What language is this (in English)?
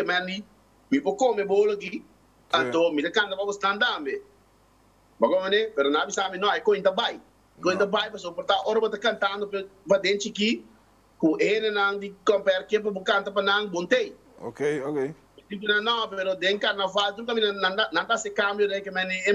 Papiamento